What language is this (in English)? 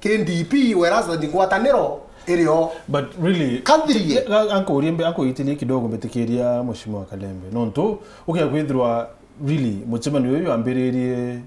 Meru